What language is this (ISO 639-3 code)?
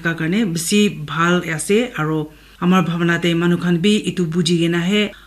nag